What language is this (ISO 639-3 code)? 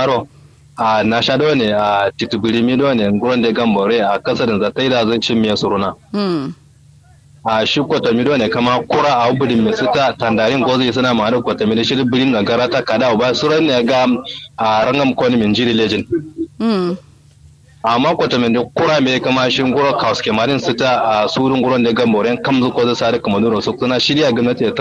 kau